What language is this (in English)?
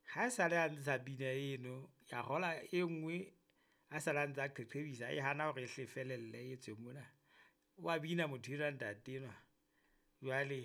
Southern Sotho